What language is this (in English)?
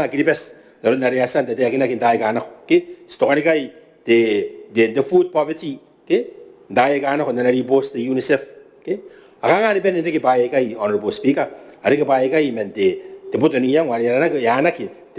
Gilbertese